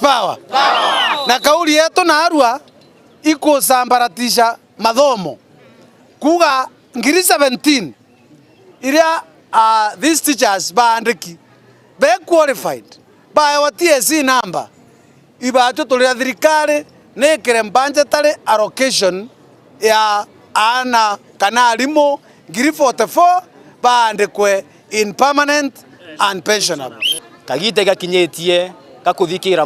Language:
Meru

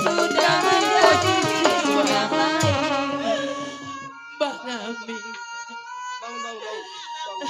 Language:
Betawi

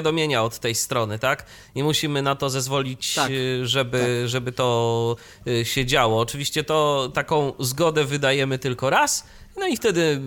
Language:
Polish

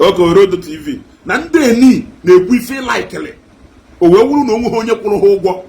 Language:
Igbo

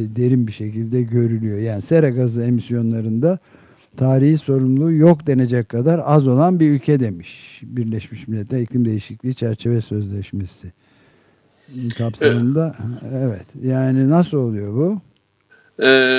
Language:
Turkish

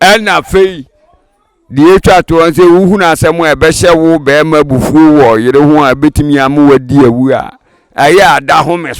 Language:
Akan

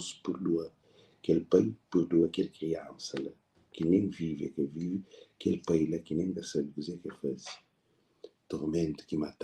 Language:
Kabuverdianu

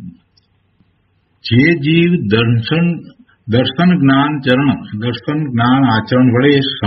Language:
Gujarati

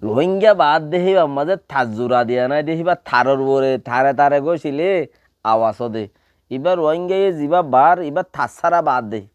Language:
Rohingya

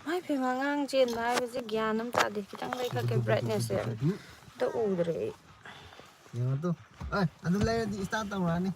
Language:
Manipuri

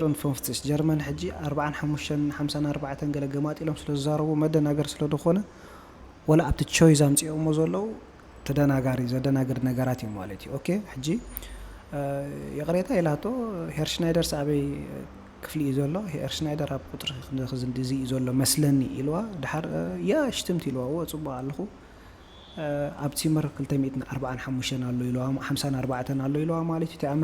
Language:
Tigrinya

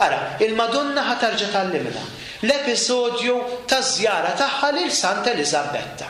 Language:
Maltese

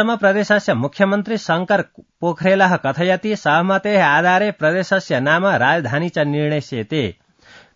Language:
Sanskrit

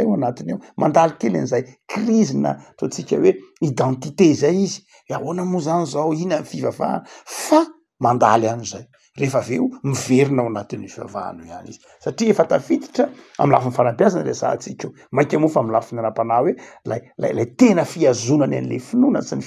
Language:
Malagasy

